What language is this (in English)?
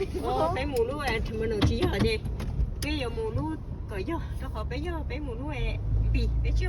Hmong